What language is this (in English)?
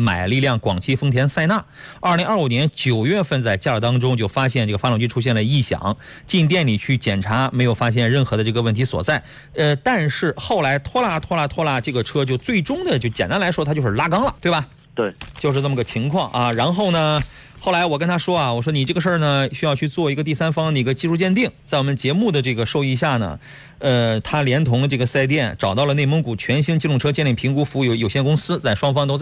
Chinese